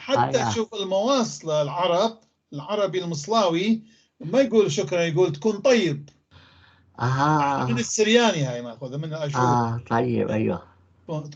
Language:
North Levantine Arabic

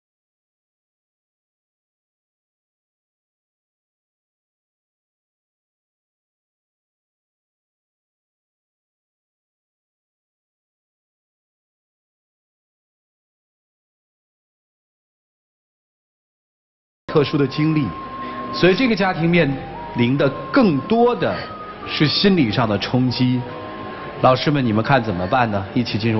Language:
Chinese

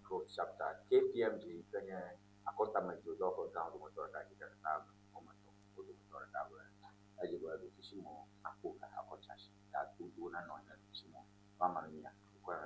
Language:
Ewe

